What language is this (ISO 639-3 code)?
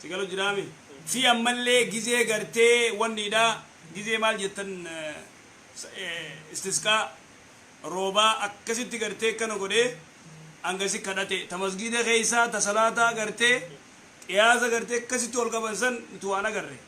orm